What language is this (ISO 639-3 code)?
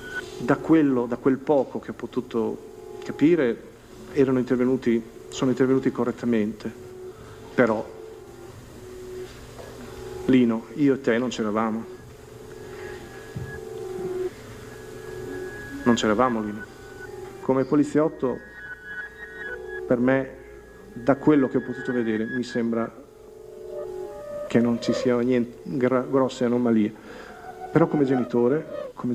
ita